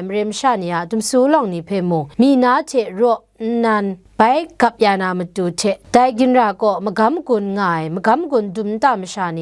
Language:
Kachin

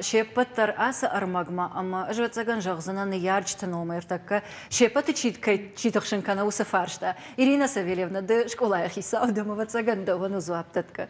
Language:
Ossetic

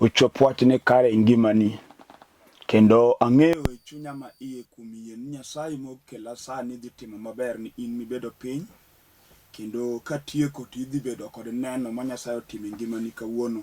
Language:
Luo (Kenya and Tanzania)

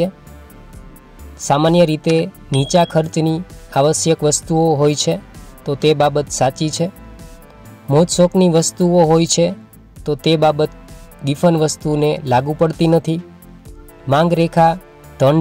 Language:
Gujarati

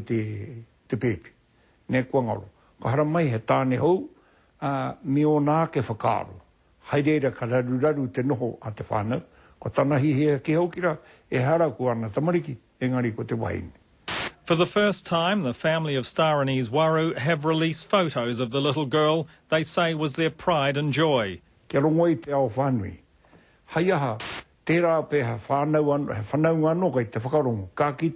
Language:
Māori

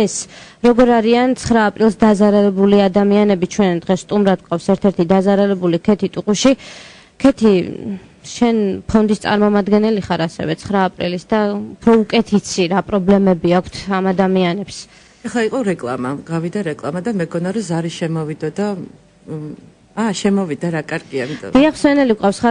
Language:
Georgian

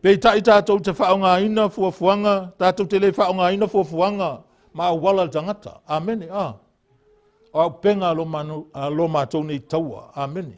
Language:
Samoan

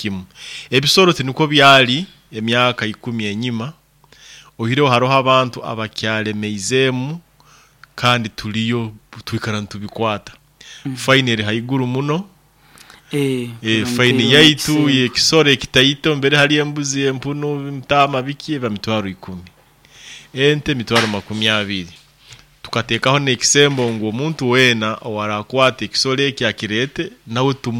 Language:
Nyoro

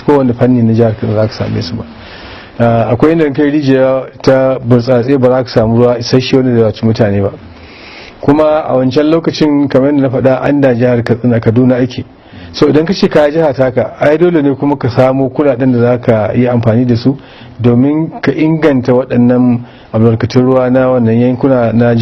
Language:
Hausa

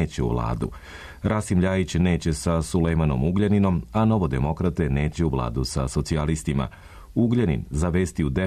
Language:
Serbian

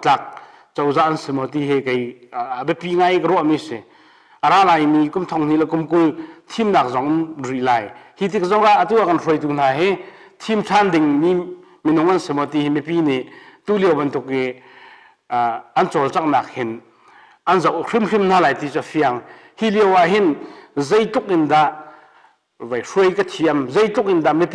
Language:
Hakha Chin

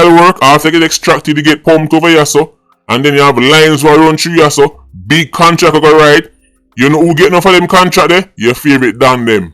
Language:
Jamaican Creole English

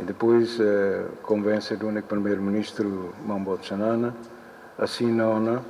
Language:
Tetum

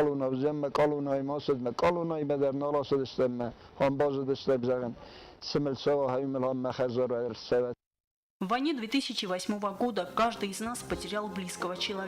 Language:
Ossetic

